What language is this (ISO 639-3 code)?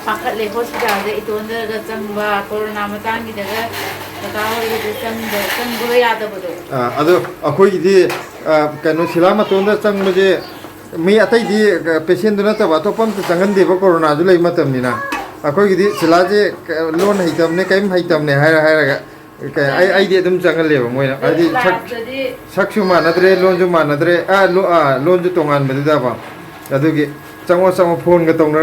mni